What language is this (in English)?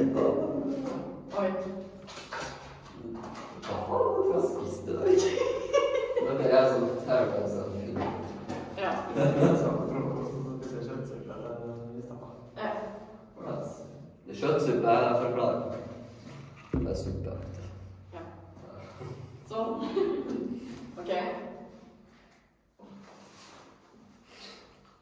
Norwegian